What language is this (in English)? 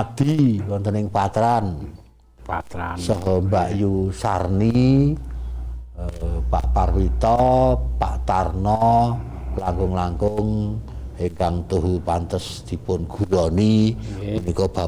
Javanese